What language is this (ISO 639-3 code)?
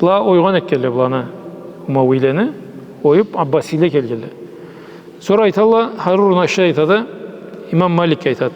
krc